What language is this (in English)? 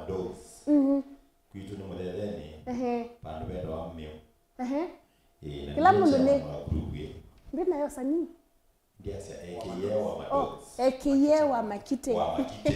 Kamba